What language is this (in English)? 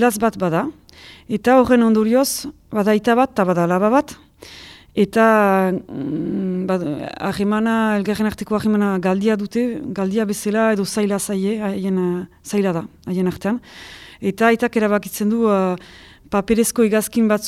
Basque